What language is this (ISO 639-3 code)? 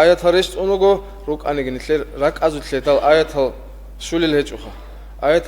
ava